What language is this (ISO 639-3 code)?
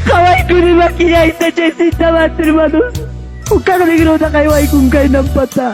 quy